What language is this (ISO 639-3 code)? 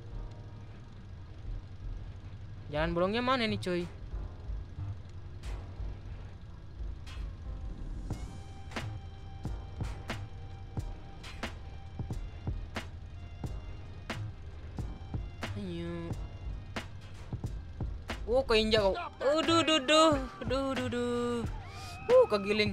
ind